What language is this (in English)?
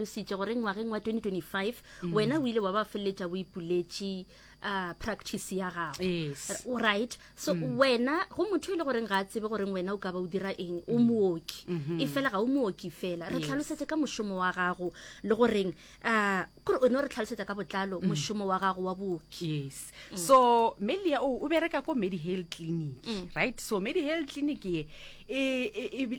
Northern Sotho